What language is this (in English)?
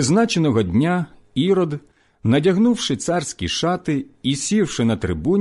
Ukrainian